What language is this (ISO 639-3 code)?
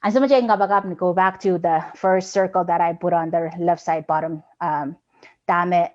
pon